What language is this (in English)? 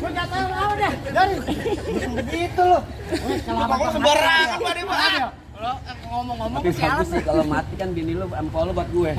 Betawi